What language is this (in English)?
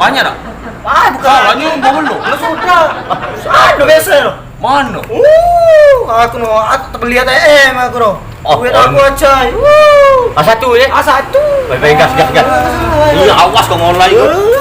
Musi